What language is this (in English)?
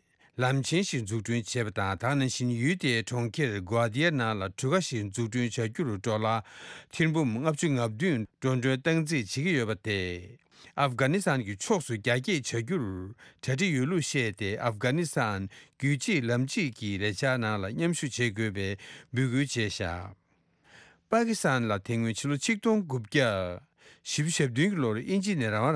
Tibetan